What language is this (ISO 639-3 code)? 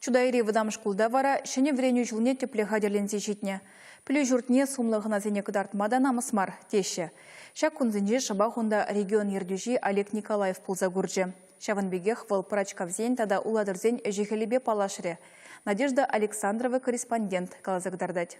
chv